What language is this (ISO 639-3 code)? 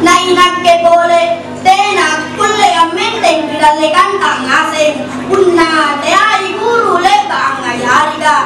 mak